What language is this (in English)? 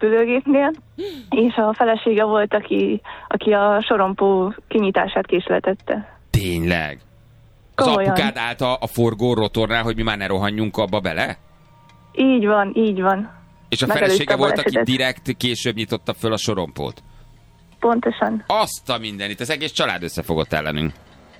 Hungarian